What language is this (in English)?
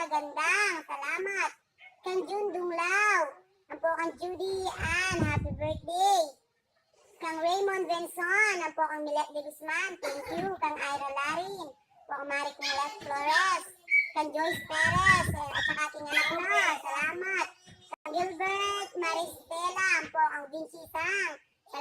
Pampanga